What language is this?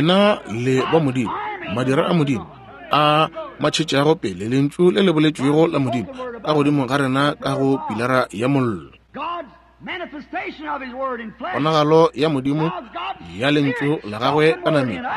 Northern Sotho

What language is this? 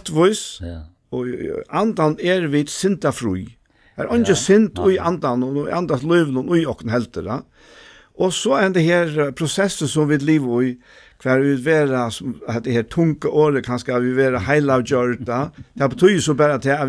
Faroese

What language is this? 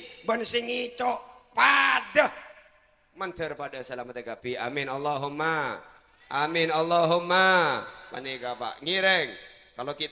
Madurese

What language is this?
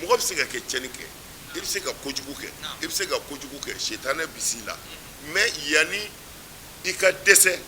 Bambara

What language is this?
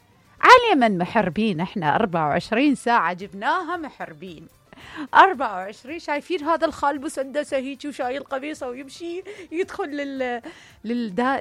Mesopotamian Arabic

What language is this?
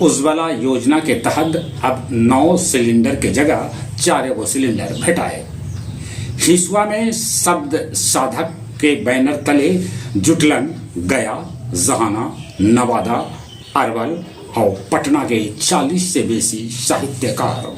Magahi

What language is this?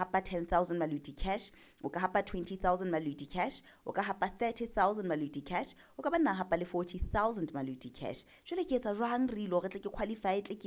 Southern Sotho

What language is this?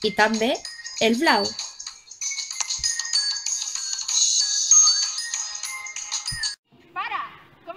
Catalan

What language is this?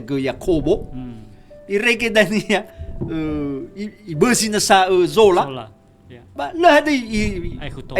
Nias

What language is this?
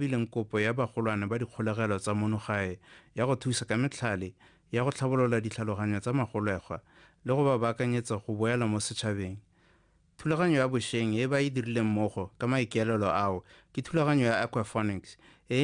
Tswana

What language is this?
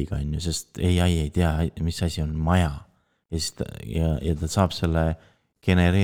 Estonian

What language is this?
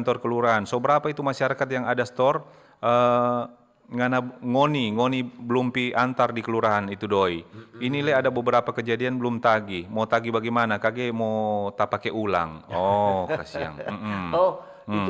Manado Malay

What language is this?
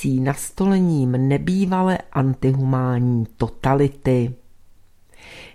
Czech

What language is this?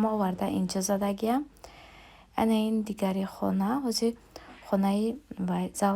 Tajik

